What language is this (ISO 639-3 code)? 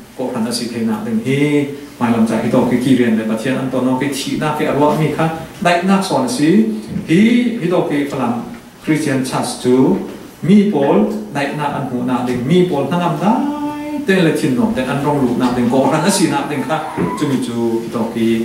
cfm